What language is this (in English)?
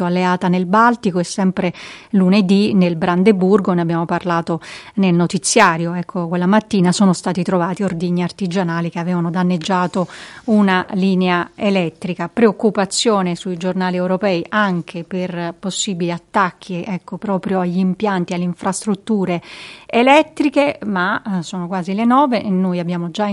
Italian